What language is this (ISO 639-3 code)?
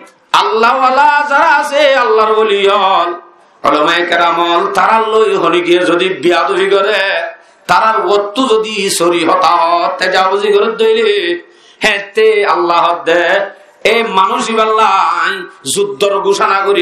rhg